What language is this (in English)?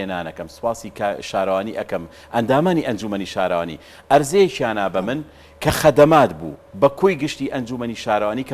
Central Kurdish